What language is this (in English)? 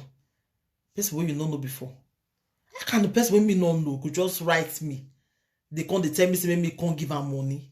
Nigerian Pidgin